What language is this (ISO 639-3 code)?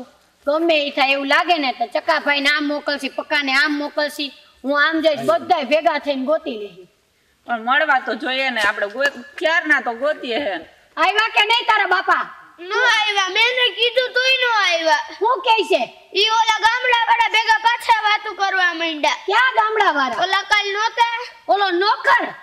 guj